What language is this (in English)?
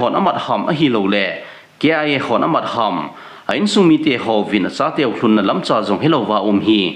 Thado Chin